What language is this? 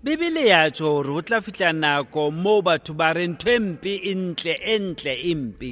Southern Sotho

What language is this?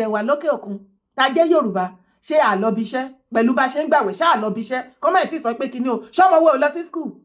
Yoruba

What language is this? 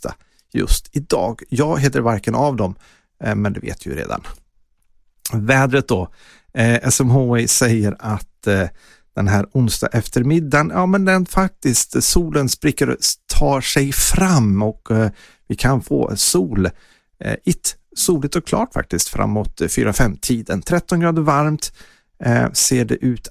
Swedish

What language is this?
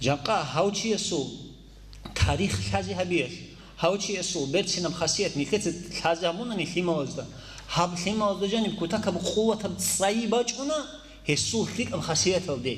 Avaric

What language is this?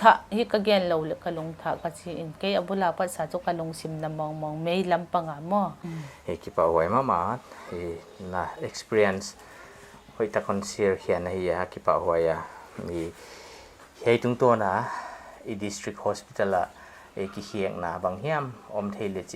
Paite Chin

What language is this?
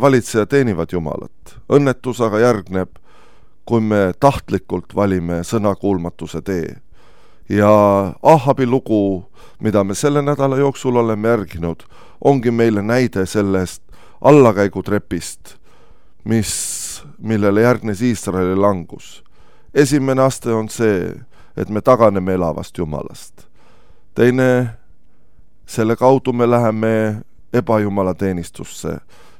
Estonian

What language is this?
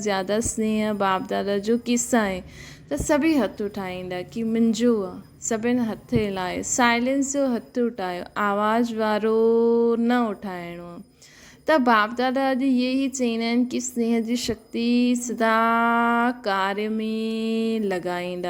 Sindhi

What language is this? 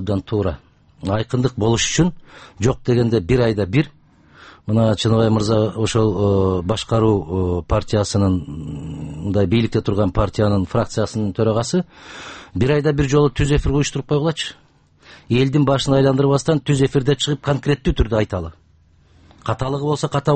Kyrgyz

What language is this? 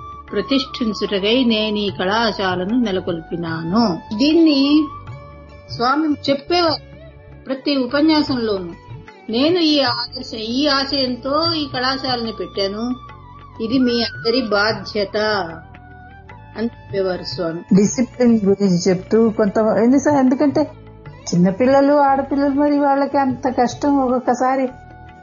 Telugu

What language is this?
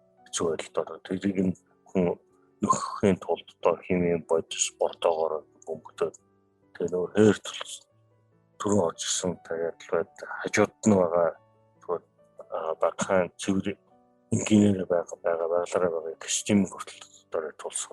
Mongolian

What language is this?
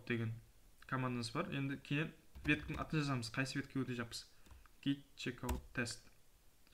Kara-Kalpak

